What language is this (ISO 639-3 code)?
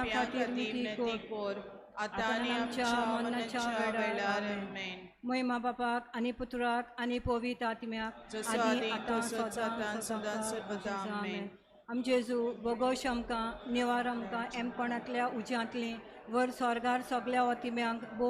kok